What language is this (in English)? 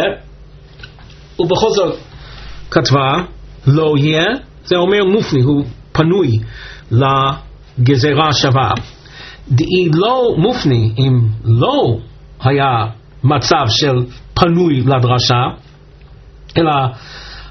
Hebrew